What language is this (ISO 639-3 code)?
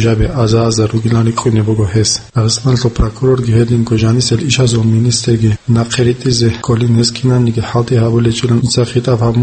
ava